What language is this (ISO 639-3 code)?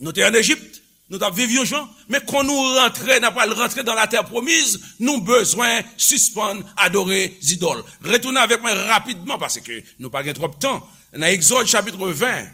hat